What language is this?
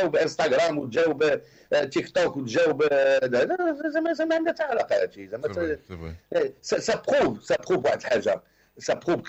Moroccan Arabic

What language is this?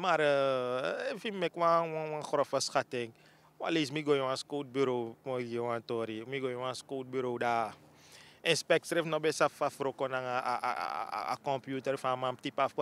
Sranan Tongo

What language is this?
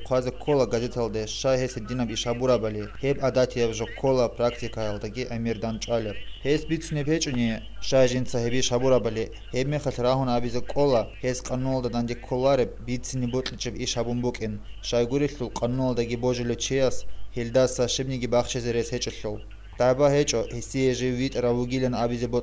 Avaric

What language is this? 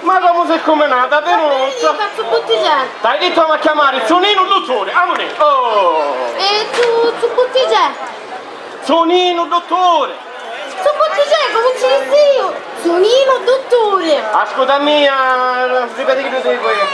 Sicilian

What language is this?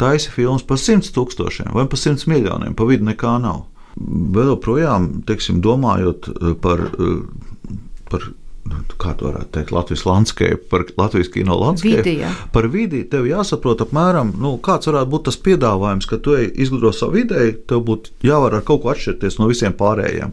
Latvian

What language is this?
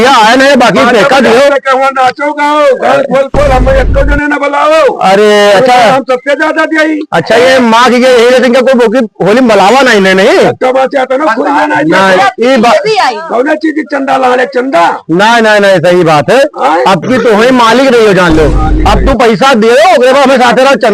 Awadhi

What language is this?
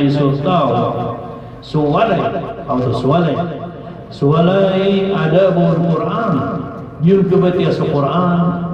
Maranao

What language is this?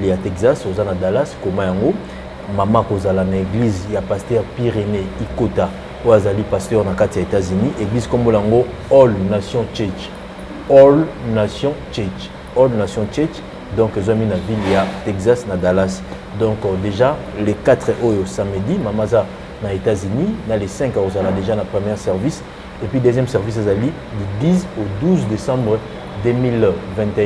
Lingala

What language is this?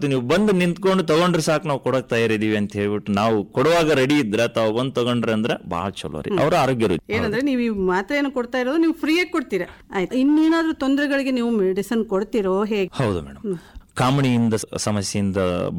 Kannada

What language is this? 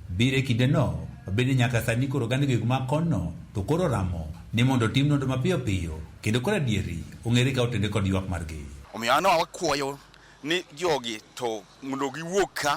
Luo (Kenya and Tanzania)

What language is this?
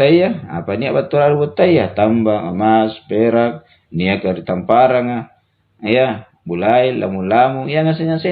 Makasar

